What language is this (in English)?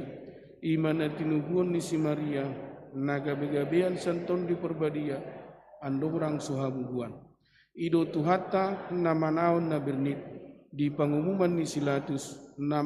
Batak Toba